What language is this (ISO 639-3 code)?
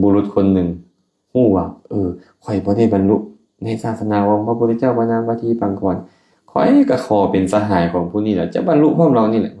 lao